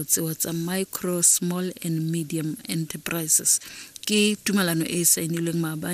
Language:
Tswana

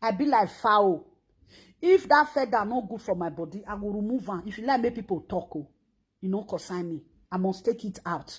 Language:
Nigerian Pidgin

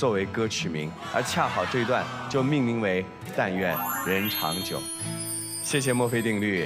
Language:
Chinese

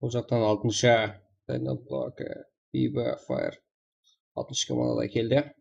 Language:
Kara-Kalpak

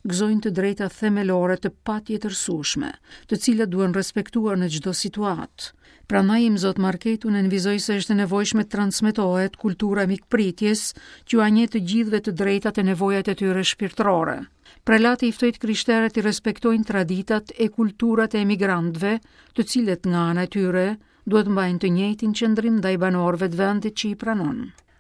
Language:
Albanian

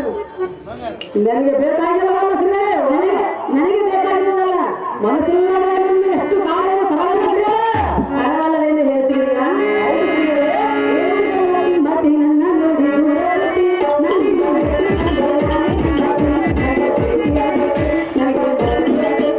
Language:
Kannada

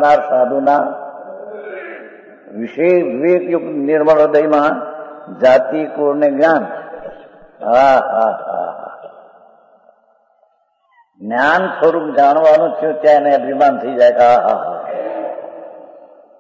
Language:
Gujarati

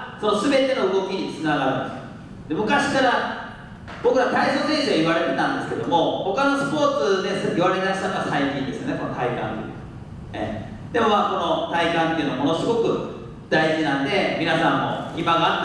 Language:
Japanese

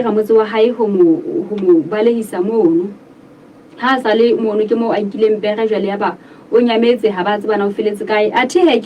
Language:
Southern Sotho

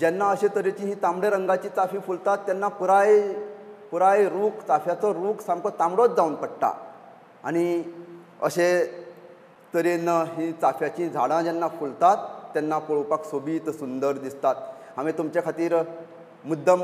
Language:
Konkani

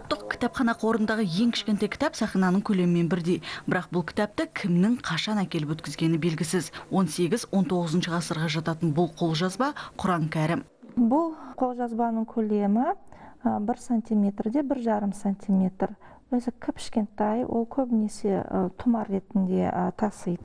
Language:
Kazakh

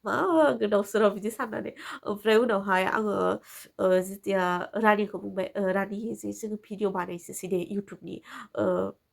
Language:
Bodo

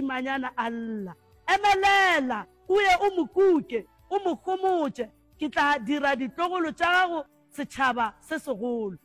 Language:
Northern Sotho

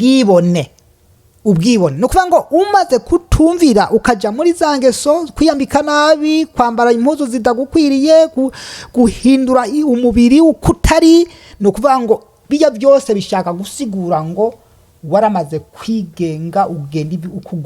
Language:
Rundi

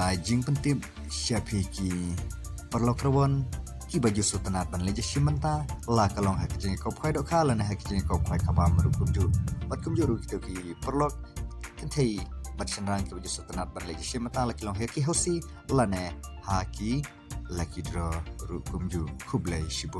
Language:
Khasi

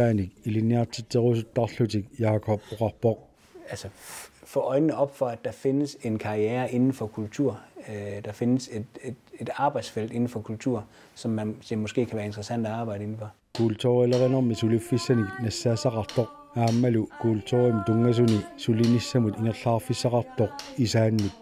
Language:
Kalaallisut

